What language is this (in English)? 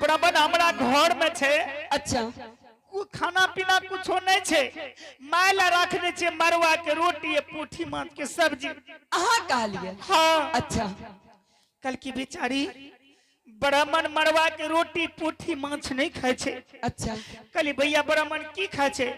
Angika